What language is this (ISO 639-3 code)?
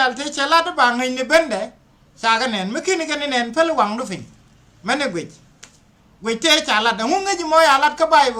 nus